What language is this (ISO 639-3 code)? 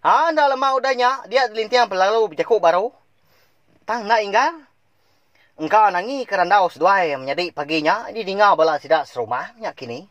iba